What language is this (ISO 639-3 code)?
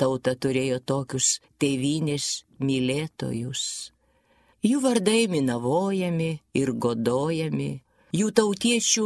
lit